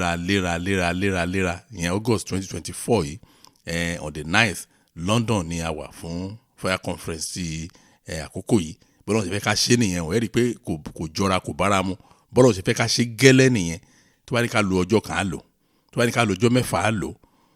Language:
Yoruba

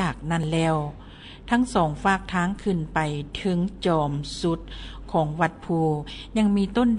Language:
Lao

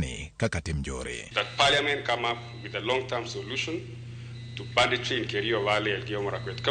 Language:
Luo (Kenya and Tanzania)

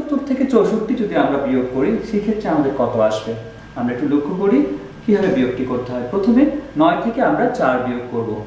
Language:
Bangla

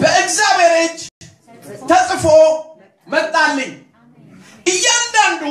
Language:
Amharic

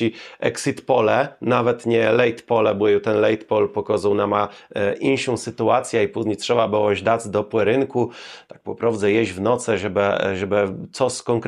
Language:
Kashubian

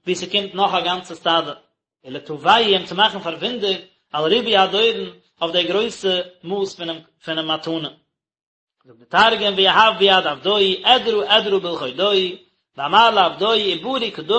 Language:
Yiddish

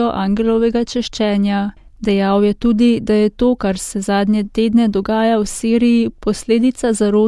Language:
Slovenian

